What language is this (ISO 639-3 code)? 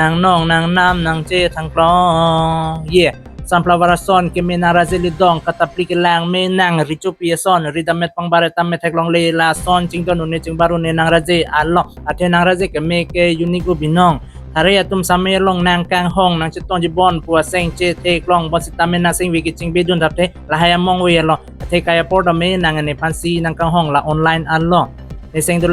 mjw